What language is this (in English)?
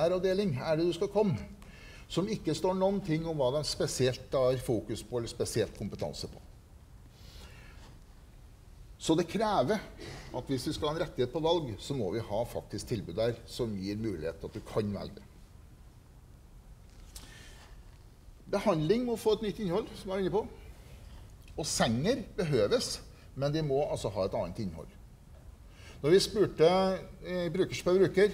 Norwegian